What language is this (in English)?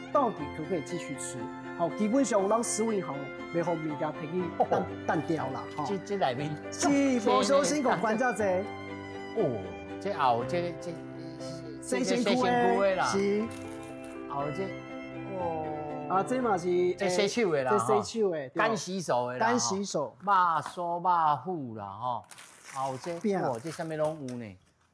Min Nan Chinese